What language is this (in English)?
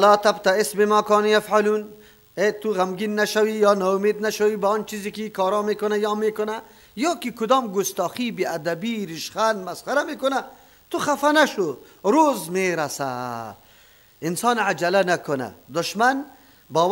Persian